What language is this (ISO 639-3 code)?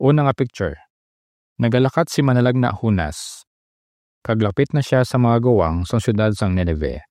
hil